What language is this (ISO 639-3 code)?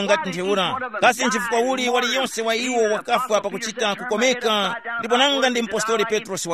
tum